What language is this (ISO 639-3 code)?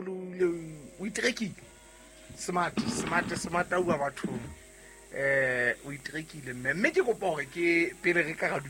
sot